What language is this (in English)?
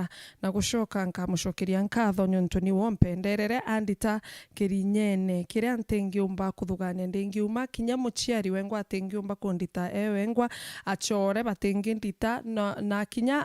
Meru